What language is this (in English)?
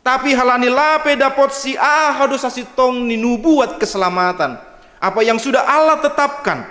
Batak Simalungun